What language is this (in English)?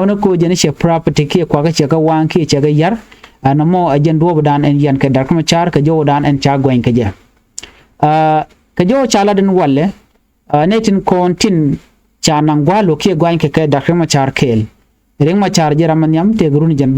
Nuer